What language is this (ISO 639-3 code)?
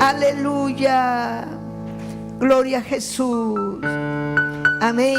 quy